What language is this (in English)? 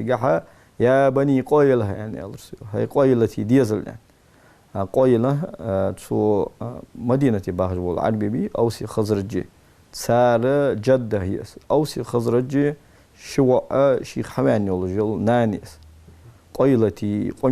Ingush